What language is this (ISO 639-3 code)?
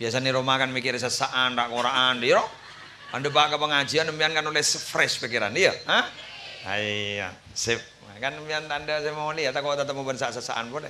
mad